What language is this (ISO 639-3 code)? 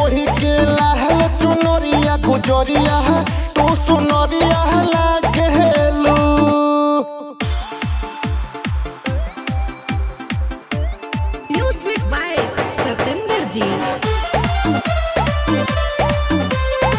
bho